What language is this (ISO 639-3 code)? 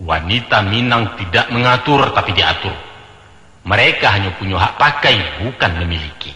min